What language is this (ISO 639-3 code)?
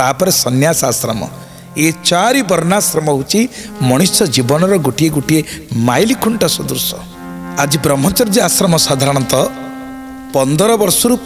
ori